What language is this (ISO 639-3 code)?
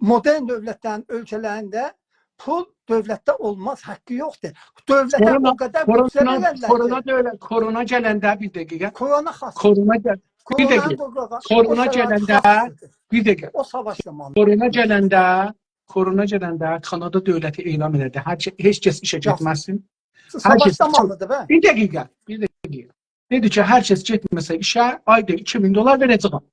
azb